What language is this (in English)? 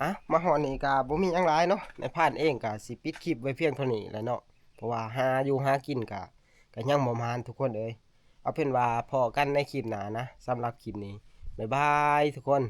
Northeastern Thai